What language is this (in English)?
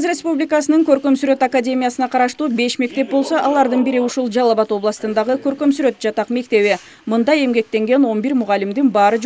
Kyrgyz